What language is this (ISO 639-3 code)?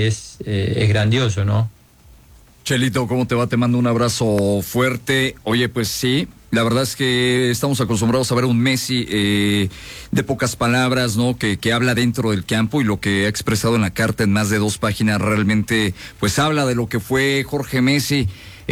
spa